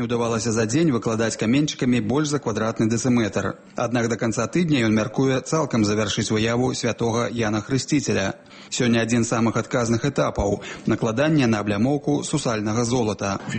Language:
Belarusian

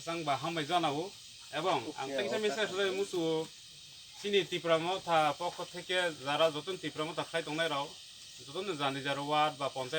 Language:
Kok Borok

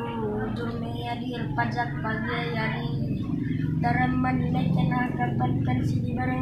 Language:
Batak Karo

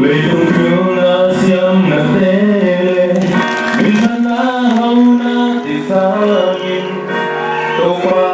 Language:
Tedim Chin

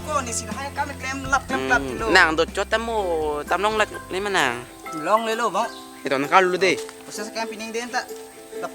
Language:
Karbi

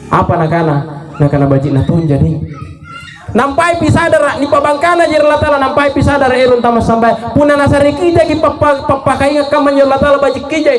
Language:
Makasar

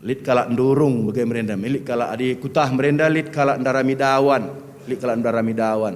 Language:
Batak Karo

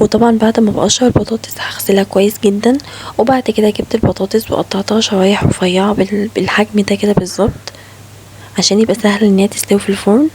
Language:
Egyptian Arabic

